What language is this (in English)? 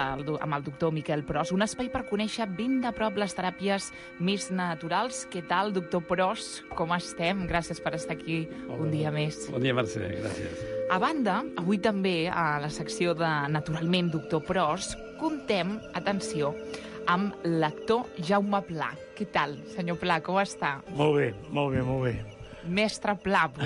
Catalan